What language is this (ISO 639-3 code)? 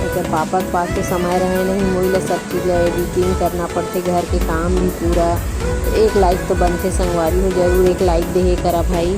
hne